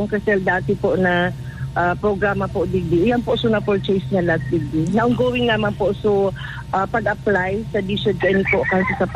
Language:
Bikol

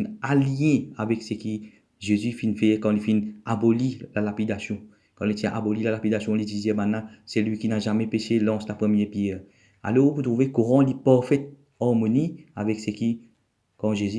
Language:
Morisyen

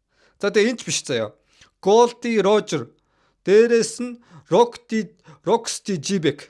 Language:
Mongolian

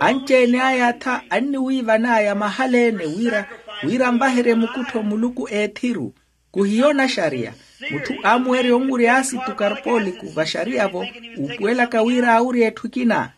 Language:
Makhuwa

